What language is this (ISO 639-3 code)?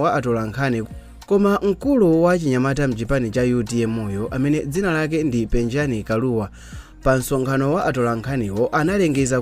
nya